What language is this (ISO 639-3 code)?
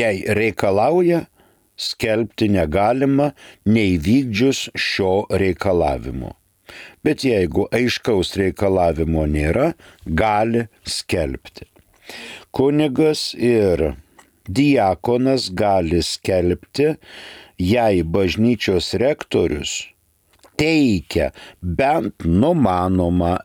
lit